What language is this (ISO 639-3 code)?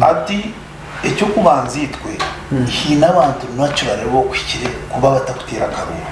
nyn